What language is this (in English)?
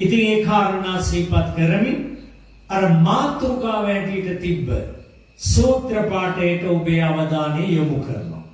Sinhala